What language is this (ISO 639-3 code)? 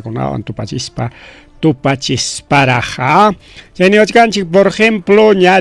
quy